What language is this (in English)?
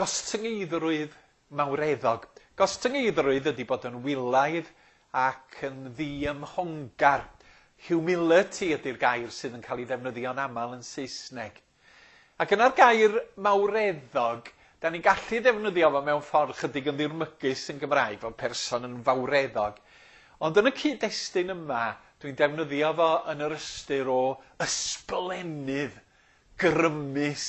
Welsh